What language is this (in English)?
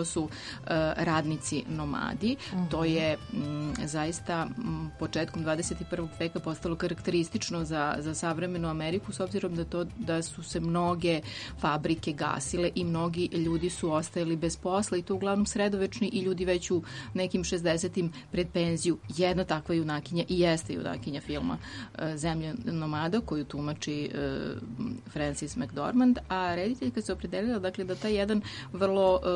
Serbian